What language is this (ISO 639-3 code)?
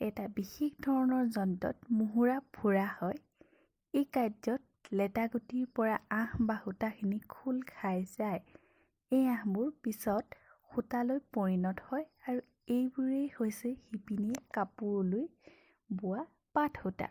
asm